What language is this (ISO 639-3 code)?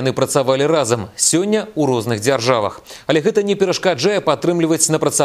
bel